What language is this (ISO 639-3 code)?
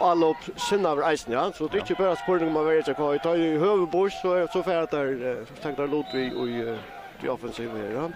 fao